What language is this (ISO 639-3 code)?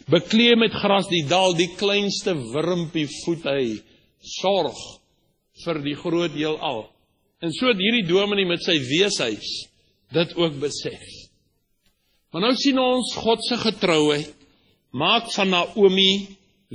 afr